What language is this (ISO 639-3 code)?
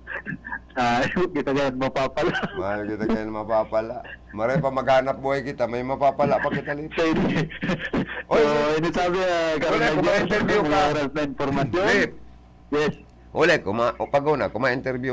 bik